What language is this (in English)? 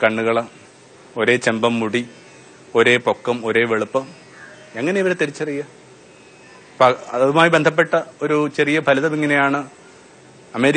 Malayalam